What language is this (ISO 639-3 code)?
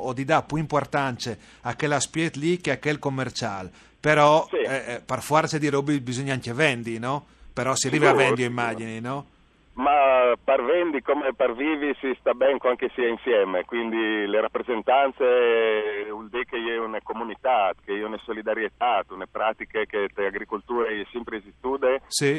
fur